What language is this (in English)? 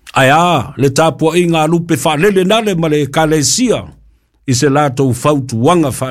Samoan